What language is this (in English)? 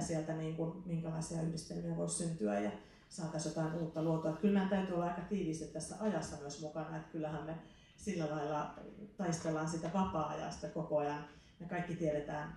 Finnish